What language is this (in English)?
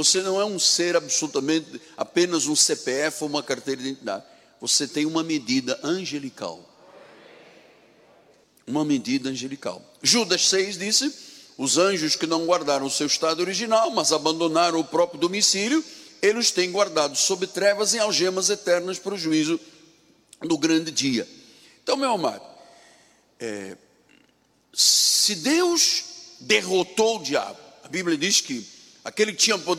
Portuguese